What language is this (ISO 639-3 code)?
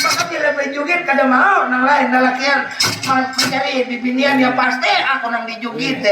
bjn